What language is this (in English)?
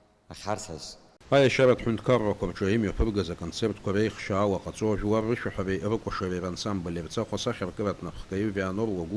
Abkhazian